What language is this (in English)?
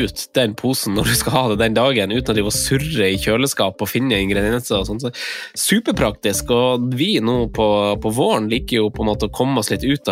Norwegian